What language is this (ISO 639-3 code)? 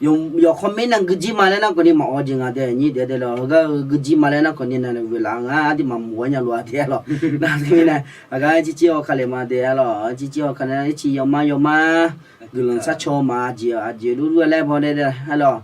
ahk